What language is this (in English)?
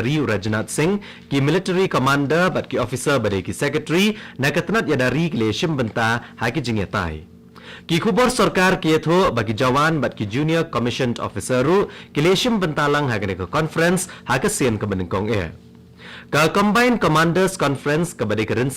Khasi